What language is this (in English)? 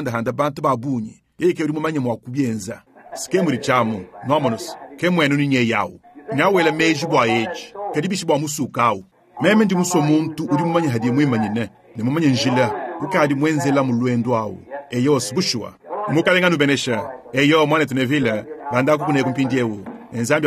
Luba-Lulua